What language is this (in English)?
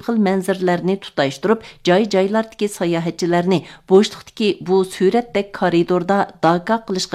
Uyghur